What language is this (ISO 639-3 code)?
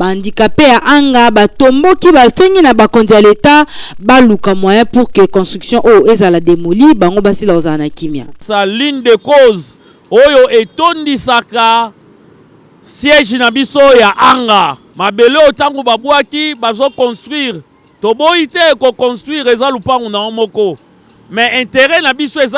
lin